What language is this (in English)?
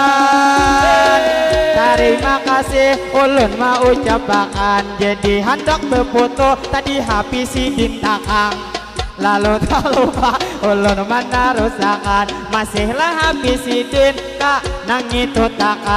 Banjar